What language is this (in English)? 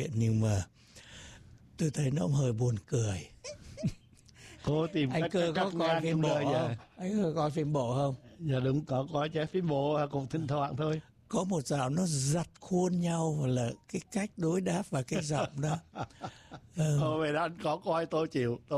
Vietnamese